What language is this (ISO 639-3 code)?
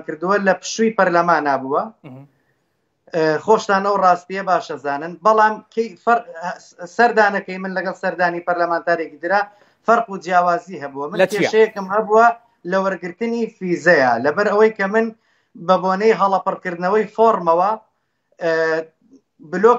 ckb